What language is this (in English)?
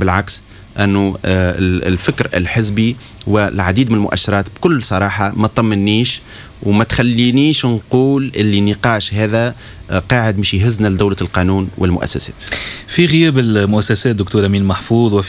Tunisian Arabic